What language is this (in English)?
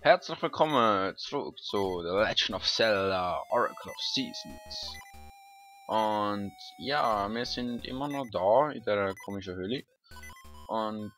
Swiss German